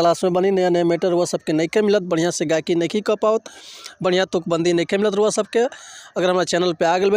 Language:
Bhojpuri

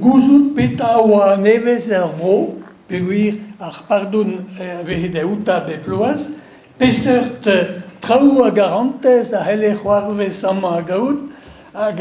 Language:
Breton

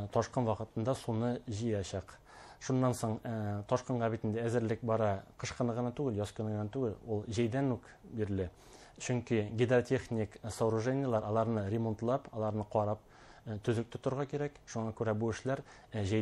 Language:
Bashkir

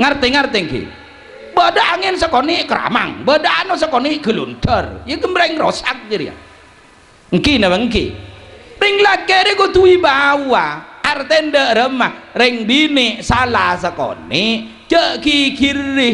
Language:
Madurese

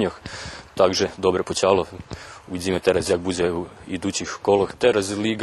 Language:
Rusyn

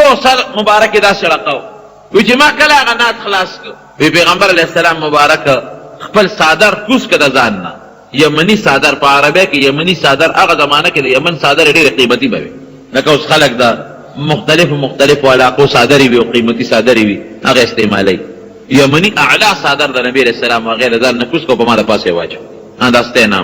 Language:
Pashto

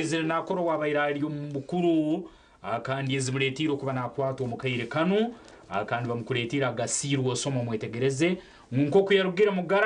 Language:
Nyankole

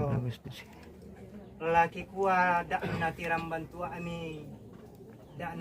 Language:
Toraja-Sa'dan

